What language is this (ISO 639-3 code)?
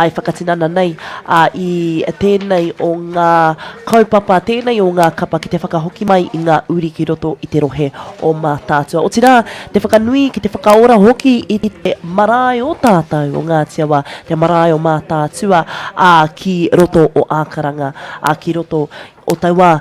mri